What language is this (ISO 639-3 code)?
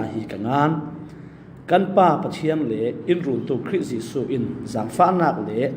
cfm